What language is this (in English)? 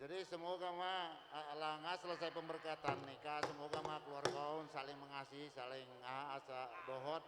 Batak Toba